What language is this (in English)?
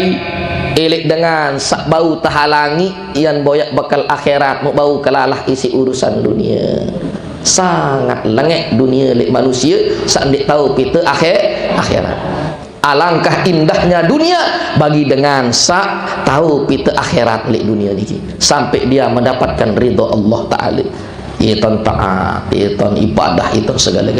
Sasak